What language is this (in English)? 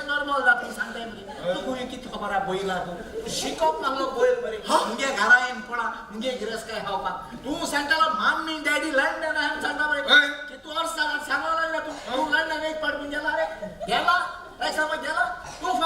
Konkani